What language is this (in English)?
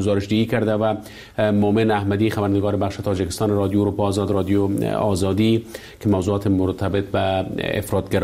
Persian